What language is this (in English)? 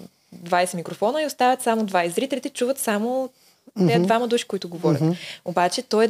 Bulgarian